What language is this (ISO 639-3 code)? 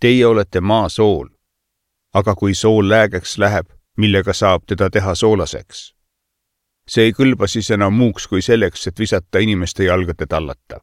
est